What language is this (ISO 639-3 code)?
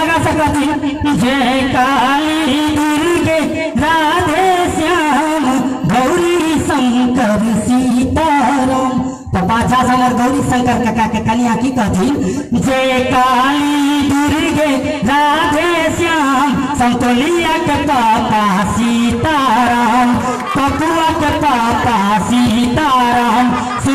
mai